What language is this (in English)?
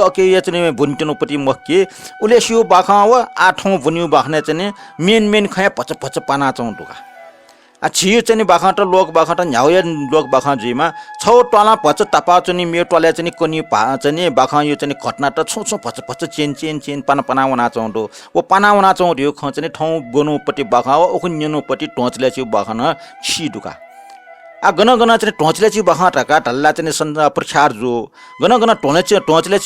Newari